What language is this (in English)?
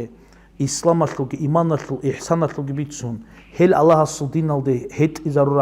Avaric